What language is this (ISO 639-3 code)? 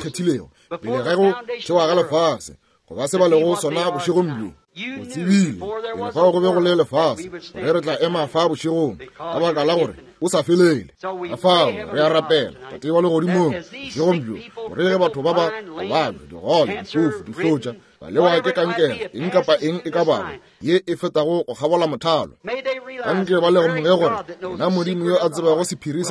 nso